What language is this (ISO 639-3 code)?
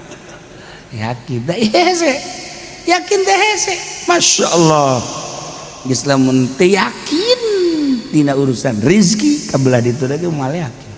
sun